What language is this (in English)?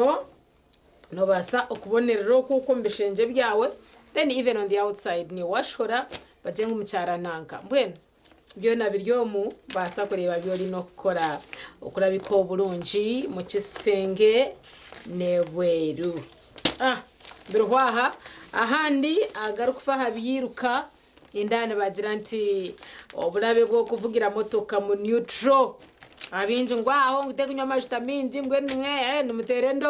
Nyankole